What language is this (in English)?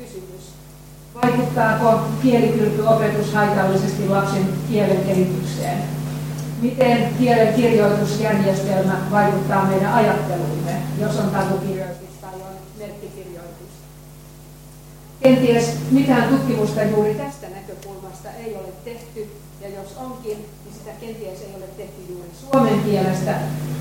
Finnish